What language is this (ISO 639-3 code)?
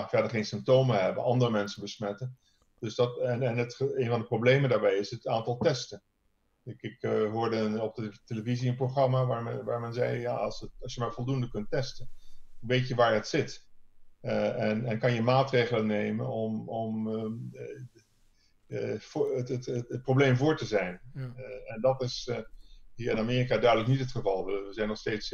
nld